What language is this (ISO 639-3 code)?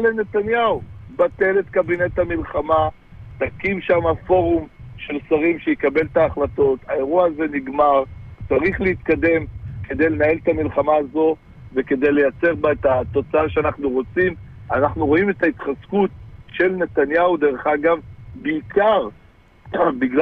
heb